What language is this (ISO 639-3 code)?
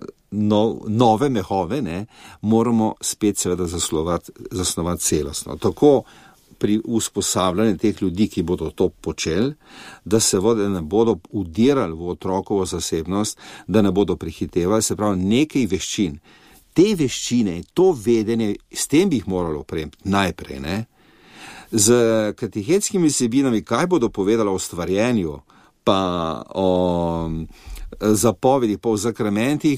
slv